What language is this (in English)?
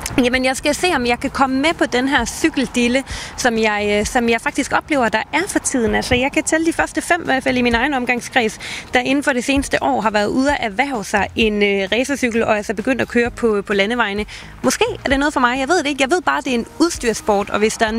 Danish